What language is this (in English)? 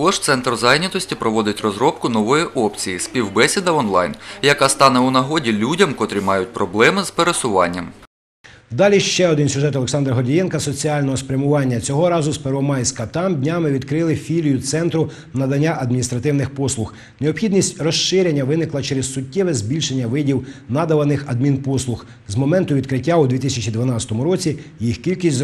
Ukrainian